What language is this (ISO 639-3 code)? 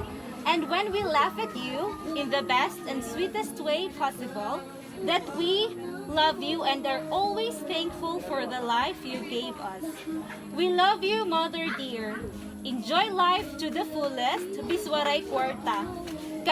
war